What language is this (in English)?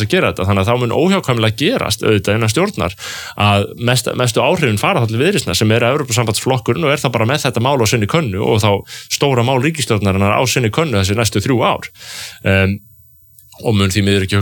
Icelandic